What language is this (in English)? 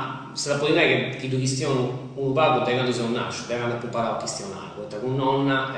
Sardinian